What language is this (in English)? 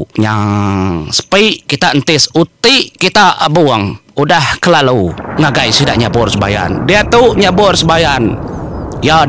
Iban